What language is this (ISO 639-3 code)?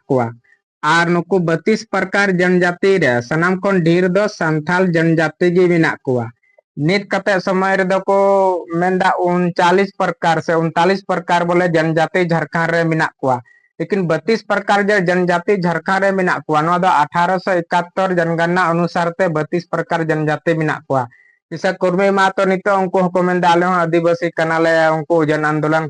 sat